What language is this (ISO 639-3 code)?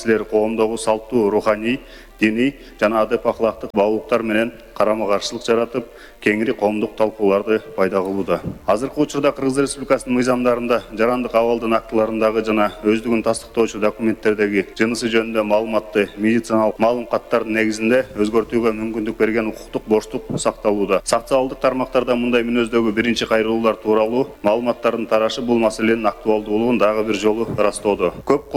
kir